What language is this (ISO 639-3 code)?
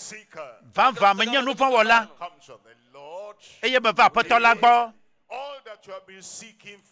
ewe